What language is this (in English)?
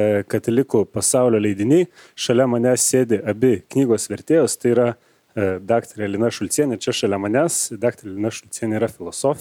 Lithuanian